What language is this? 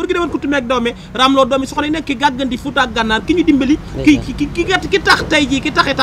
Wolof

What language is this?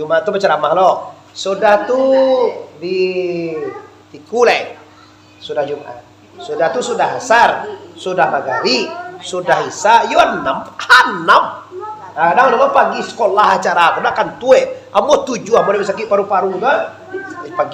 Minangkabau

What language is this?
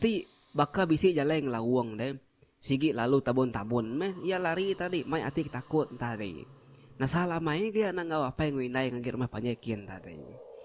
Iban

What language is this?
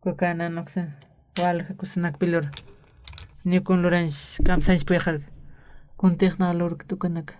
Aymara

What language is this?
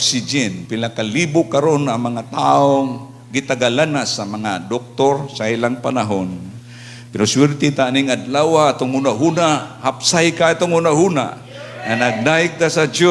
Cebuano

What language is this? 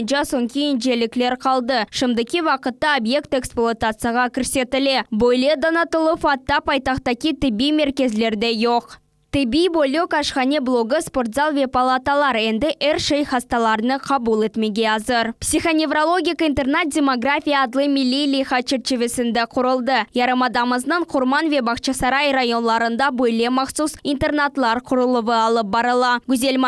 Crimean Tatar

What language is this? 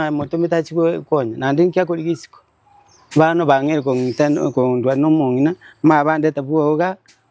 Gusii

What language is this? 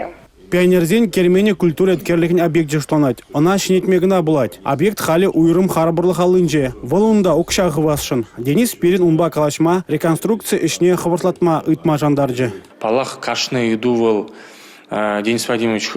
Chuvash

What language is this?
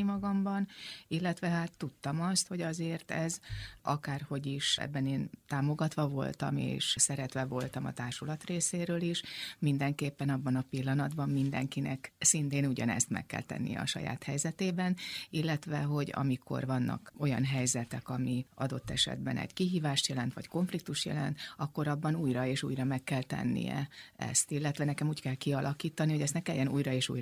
Hungarian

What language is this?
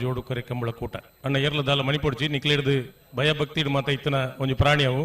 Tulu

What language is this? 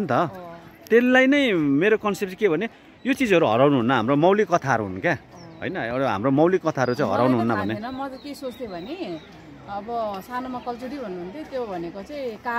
Nepali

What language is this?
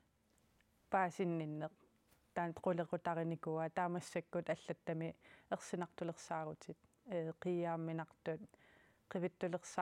Kalaallisut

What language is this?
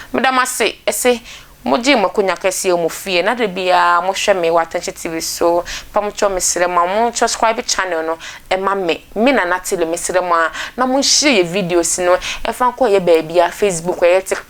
Akan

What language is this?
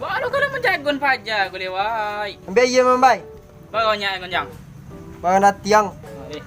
Minangkabau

